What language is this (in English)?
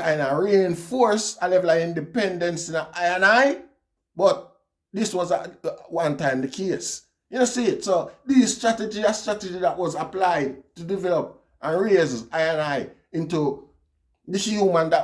Jamaican Creole English